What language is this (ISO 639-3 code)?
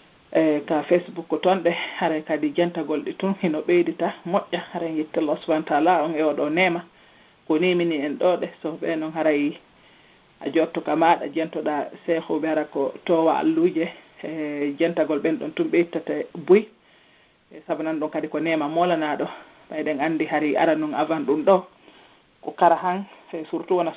ful